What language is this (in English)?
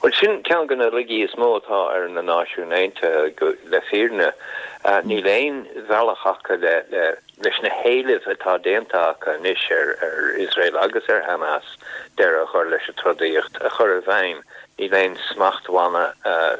Irish